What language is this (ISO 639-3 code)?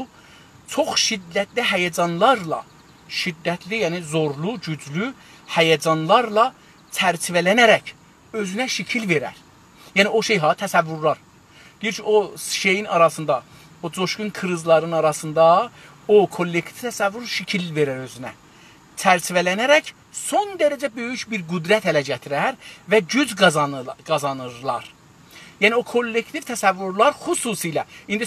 azb